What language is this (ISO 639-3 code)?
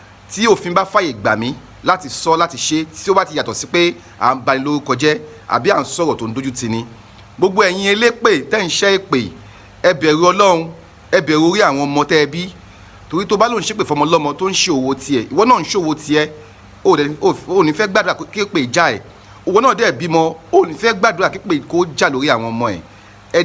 yor